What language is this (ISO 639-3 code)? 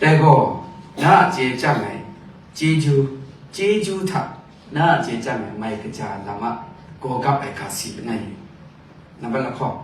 kac